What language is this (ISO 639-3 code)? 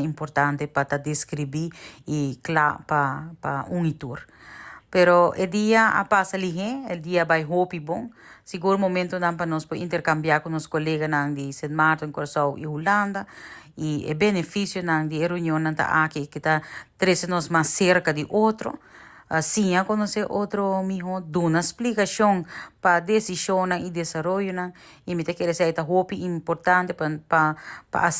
pap